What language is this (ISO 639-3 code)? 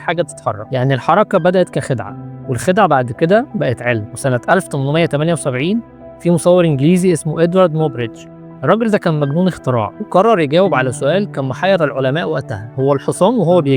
arz